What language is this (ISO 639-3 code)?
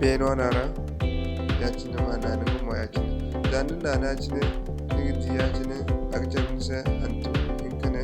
dje